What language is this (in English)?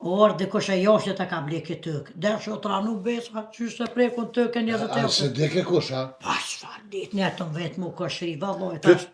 Albanian